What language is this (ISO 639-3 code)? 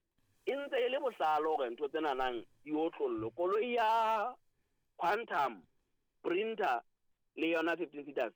sot